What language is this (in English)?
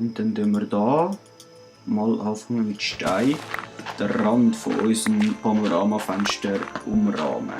Swiss German